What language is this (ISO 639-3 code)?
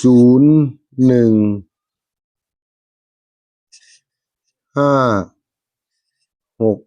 tts